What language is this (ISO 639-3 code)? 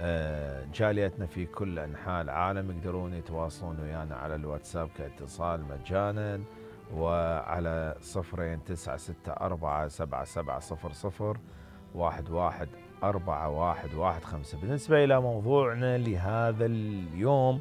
acm